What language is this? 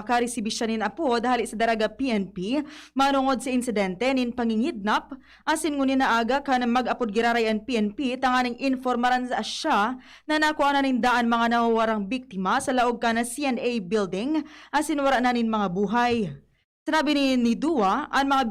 Bikol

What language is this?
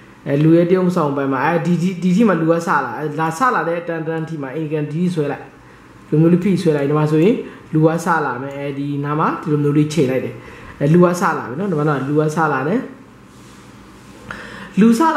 Burmese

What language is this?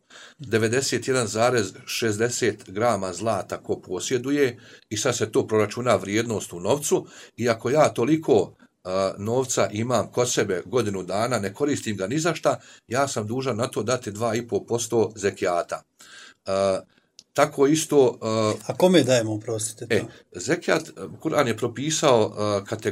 Bosnian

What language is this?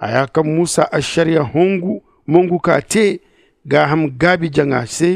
Zarma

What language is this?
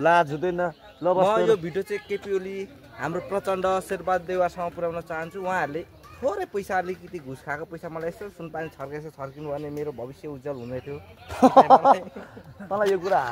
Nepali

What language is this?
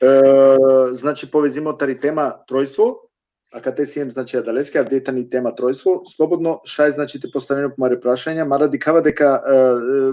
Balkan Romani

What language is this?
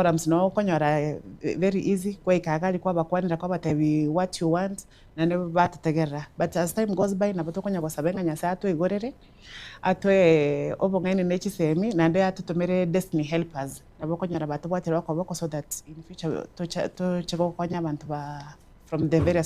Gusii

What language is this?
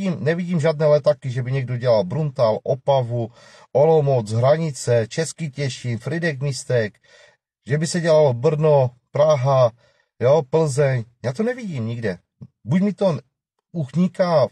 Czech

